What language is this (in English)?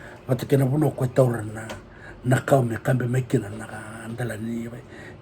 Fijian